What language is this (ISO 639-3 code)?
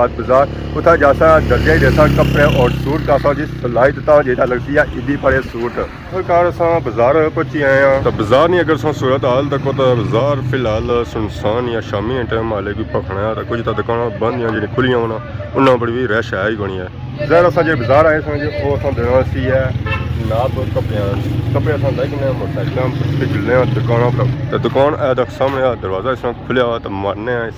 phr